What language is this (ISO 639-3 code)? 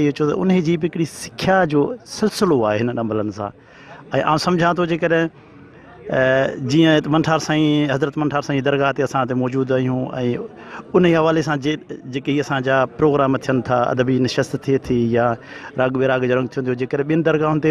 snd